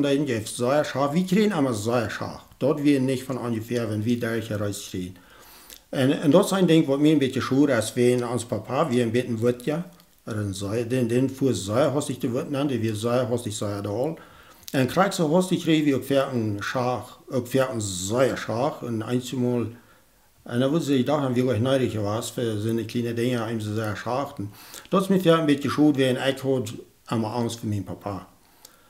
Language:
Plautdietsch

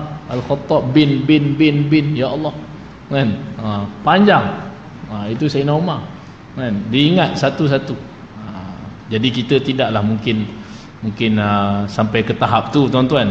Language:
Malay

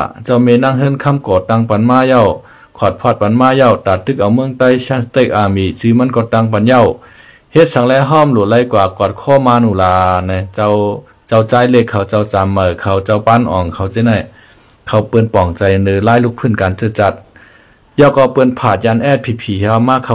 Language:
Shan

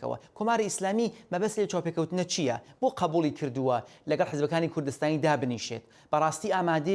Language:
Central Kurdish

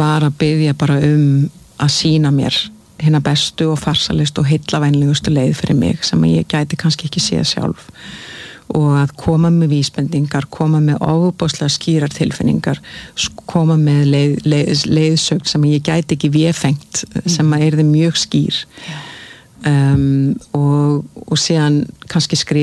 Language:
Icelandic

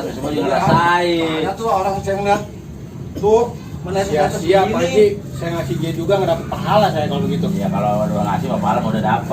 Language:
Betawi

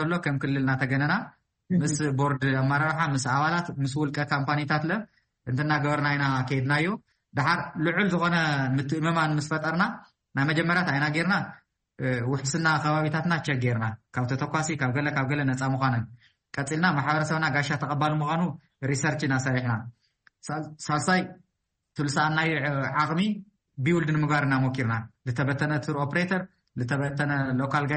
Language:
Tigrinya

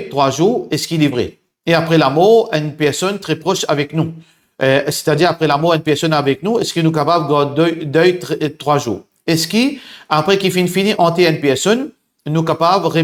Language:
Morisyen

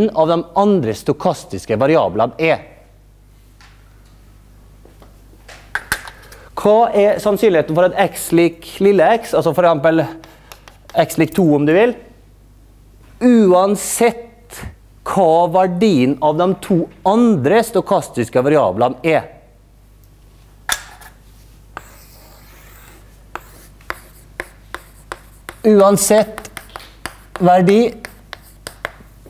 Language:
Norwegian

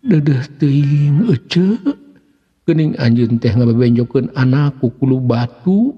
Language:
Sundanese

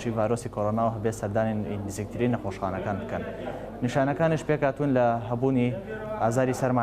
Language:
Central Kurdish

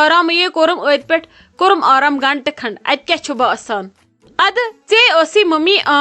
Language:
Kashmiri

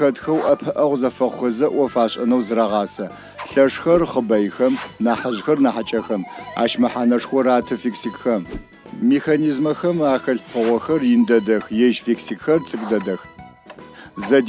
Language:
Adyghe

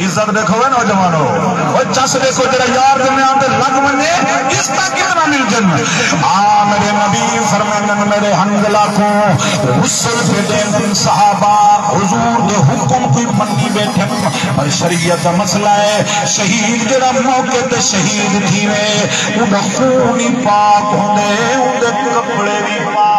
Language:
Saraiki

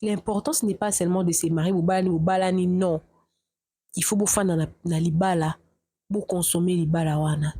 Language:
Lingala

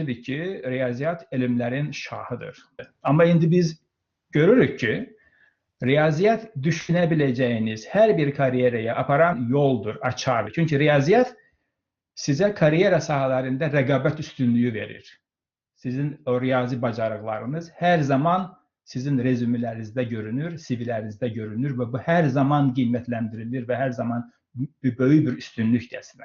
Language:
Azerbaijani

